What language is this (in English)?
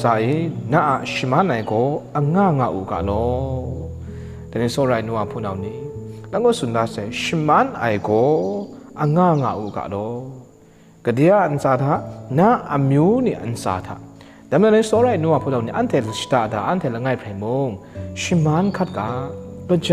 Kachin